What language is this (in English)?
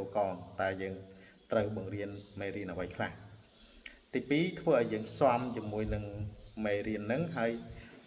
Khmer